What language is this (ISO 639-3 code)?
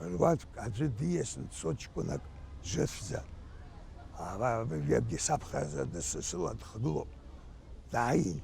abk